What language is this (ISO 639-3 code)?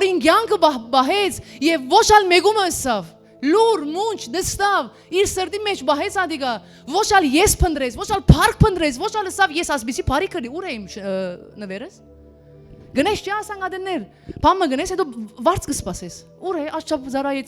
hyw